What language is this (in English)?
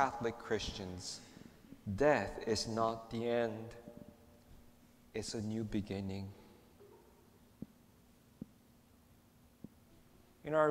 English